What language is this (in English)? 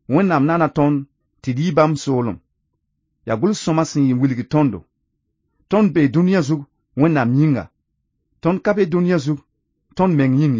Mossi